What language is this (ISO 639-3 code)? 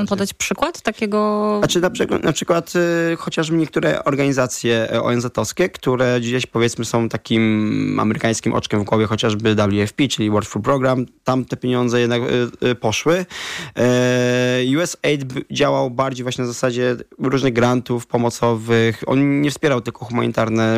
pol